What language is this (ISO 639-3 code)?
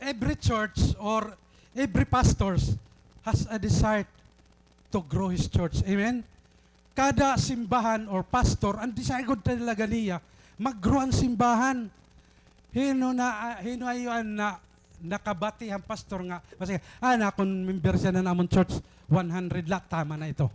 war